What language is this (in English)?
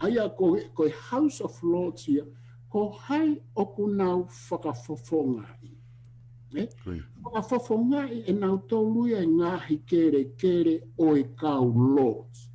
Tongan